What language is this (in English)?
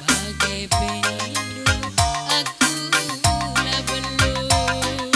Batak Karo